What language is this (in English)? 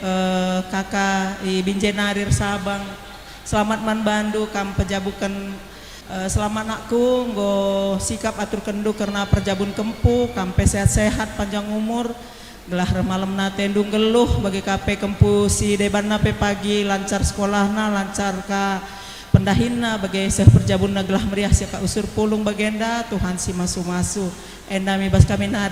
Batak Karo